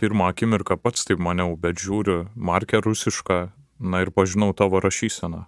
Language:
Lithuanian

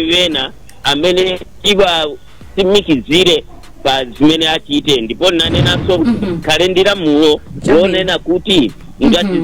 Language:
Nyanja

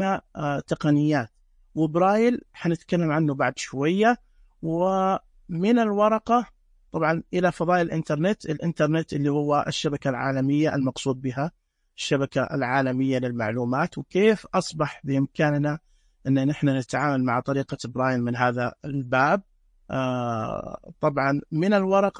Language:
Najdi Arabic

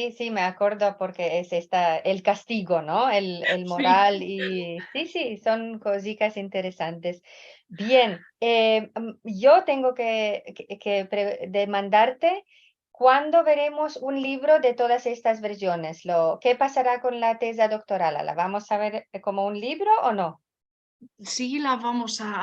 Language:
Ladino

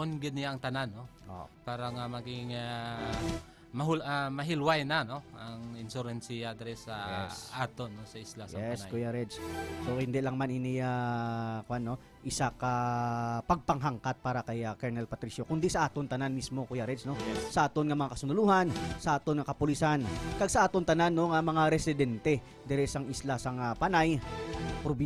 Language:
Hiligaynon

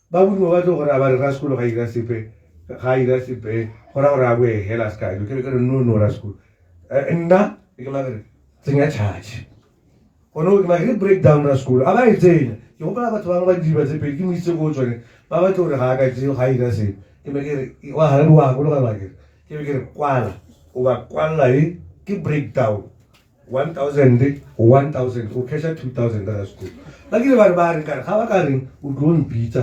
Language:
Tswana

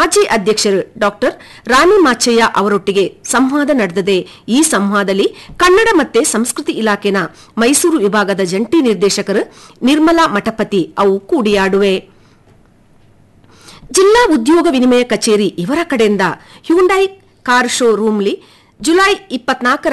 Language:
Kannada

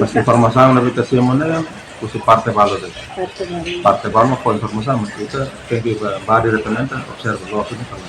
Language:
Tetum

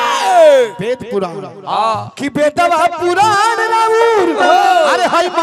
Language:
Bhojpuri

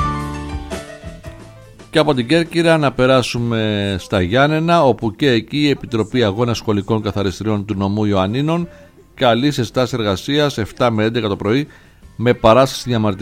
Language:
Greek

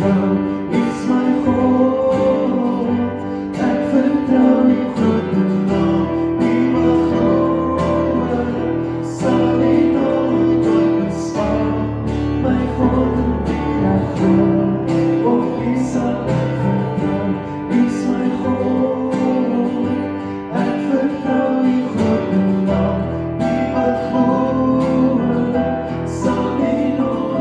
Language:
Afrikaans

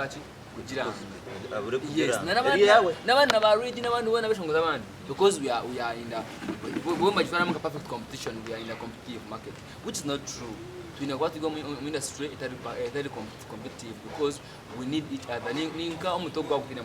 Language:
Nyankole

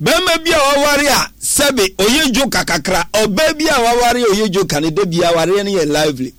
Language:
Akan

